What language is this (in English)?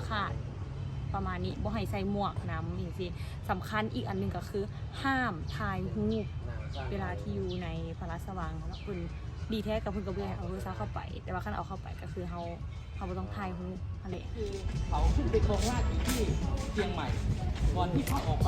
Lao